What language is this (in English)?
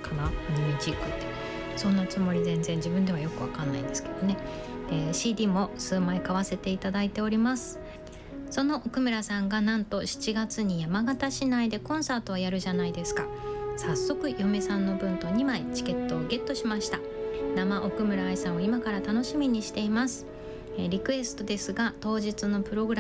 Japanese